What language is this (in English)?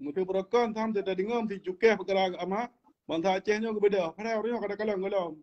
Achinese